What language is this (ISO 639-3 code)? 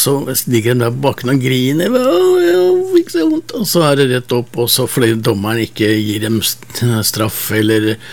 nor